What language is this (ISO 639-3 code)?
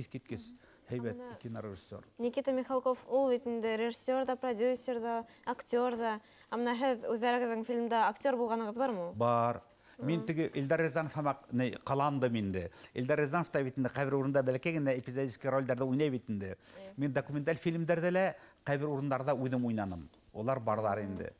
bak